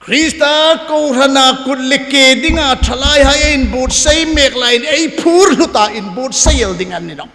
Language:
Hmar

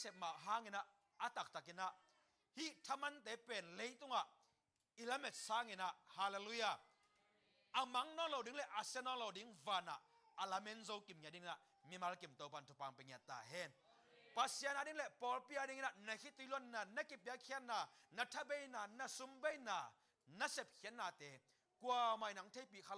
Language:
Tedim Chin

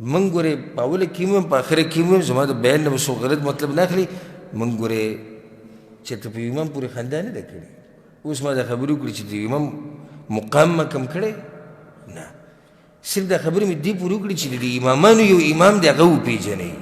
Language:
Pashto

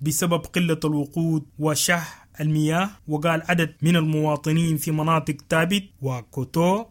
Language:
Sudanese Arabic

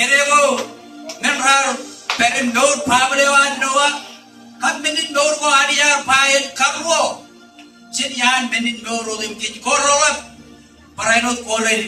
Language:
Marshallese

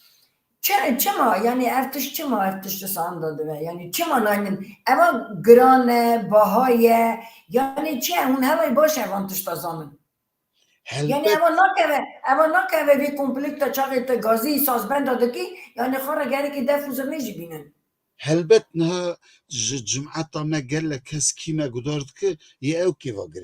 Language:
Kurdish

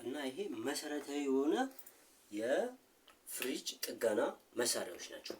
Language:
Amharic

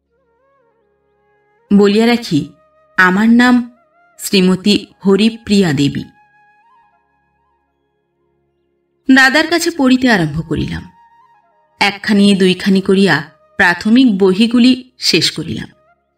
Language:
Bangla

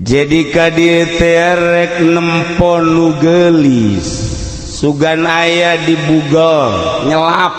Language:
Sundanese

